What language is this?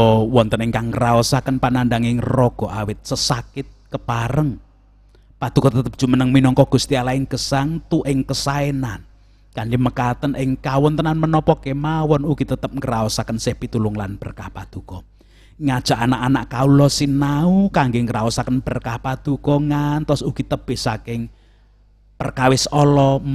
Javanese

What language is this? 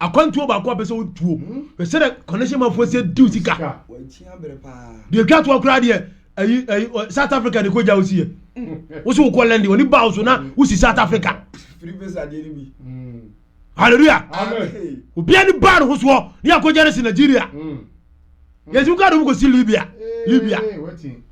Akan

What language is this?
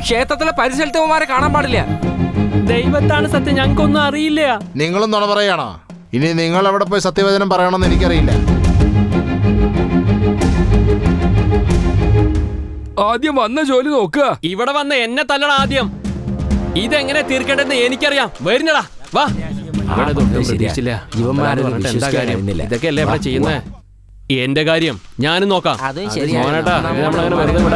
Malayalam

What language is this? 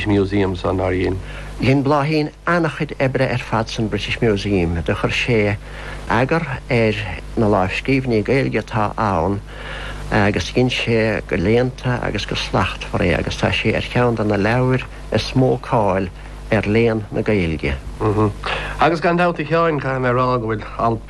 Irish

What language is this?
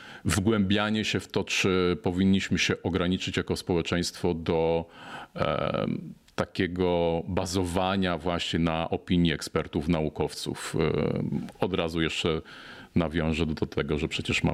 Polish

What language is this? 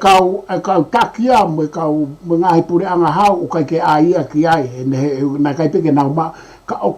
Tongan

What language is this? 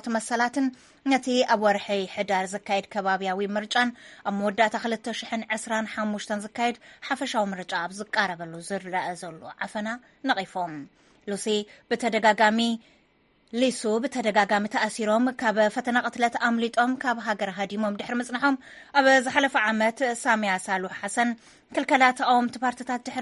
Tigrinya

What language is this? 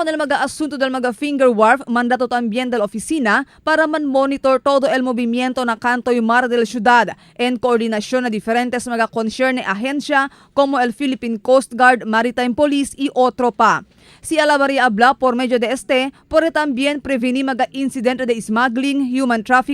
Chavacano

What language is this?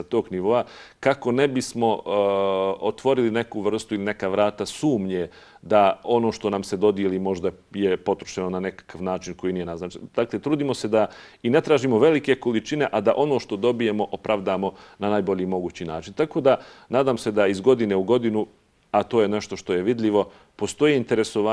Bosnian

